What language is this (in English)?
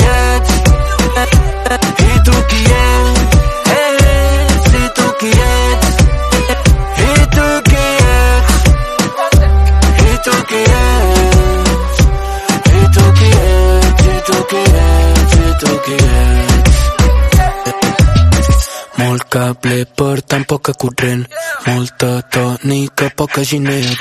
Catalan